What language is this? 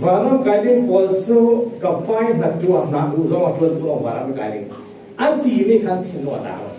Falam Chin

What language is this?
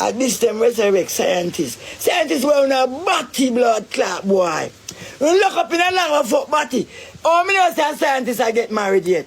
Jamaican Creole English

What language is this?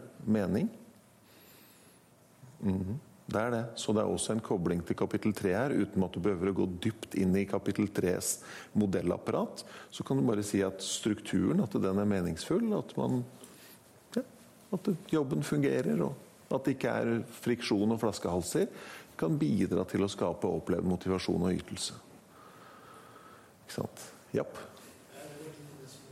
Norwegian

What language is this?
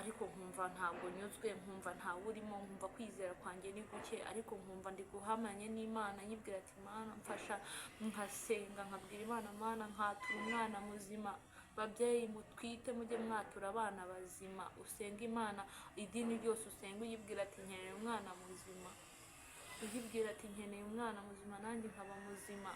Kinyarwanda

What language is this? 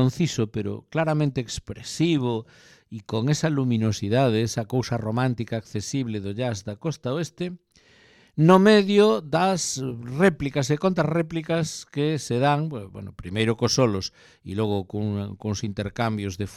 Galician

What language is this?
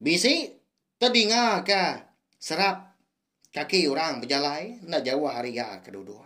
Iban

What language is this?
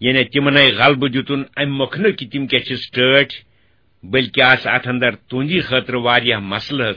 Kashmiri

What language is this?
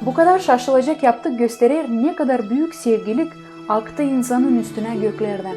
Gagauz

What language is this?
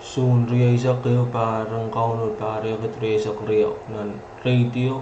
Pohnpeian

